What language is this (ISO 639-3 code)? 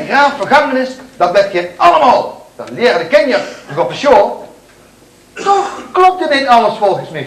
lim